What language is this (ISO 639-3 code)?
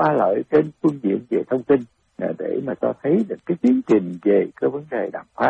vie